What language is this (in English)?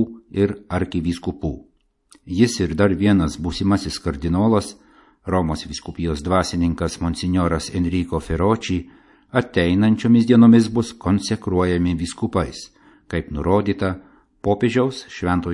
Lithuanian